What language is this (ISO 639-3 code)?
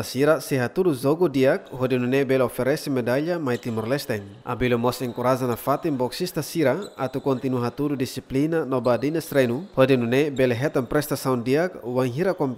tet